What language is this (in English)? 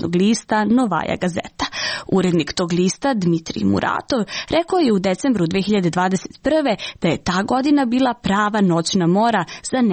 Serbian